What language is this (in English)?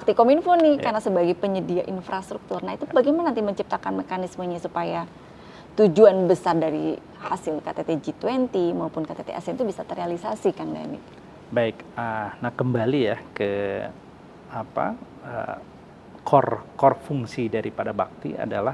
Indonesian